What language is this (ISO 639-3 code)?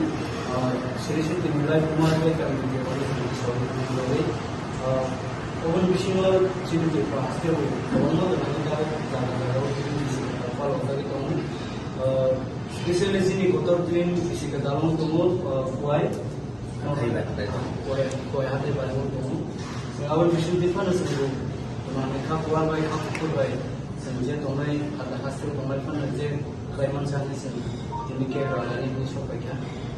trp